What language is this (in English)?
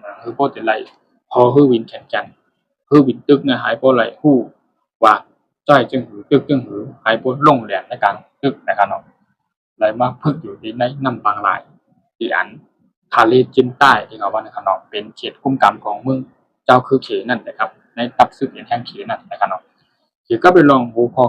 Shan